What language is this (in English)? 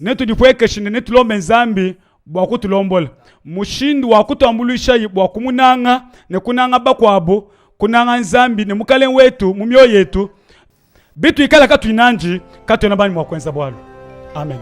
Luba-Lulua